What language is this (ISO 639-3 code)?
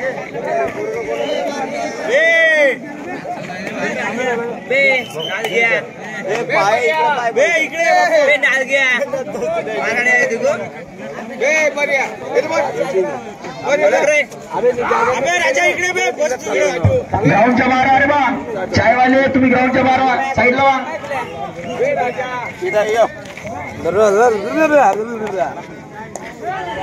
mar